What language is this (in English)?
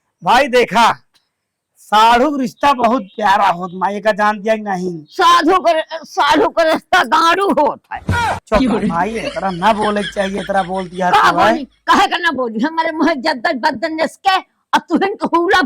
Awadhi